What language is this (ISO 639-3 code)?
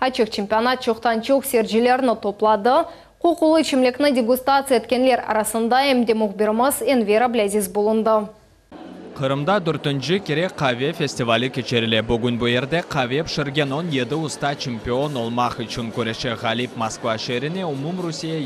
crh